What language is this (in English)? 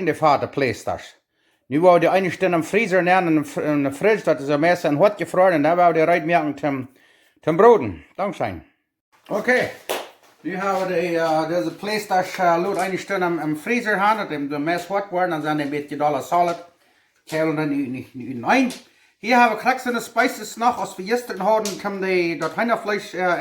Plautdietsch